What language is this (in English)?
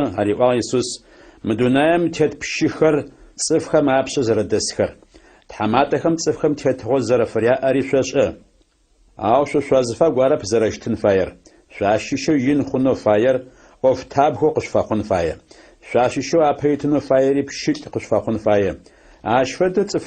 Adyghe